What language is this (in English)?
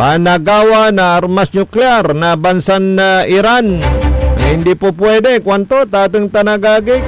Pangasinan